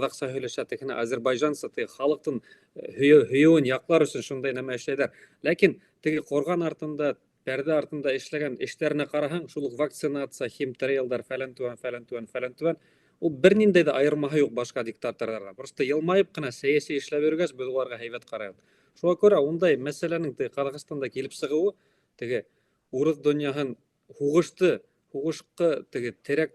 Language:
Bashkir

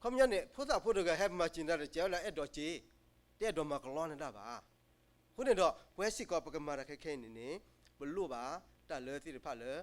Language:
S'gaw Karen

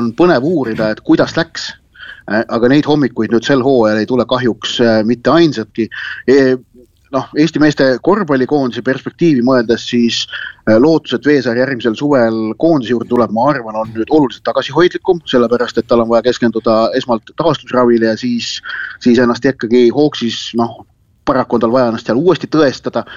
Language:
Estonian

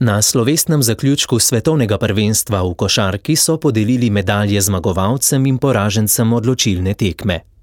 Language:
Slovenian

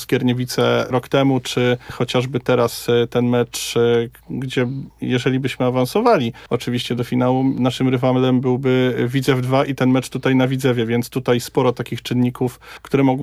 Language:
Polish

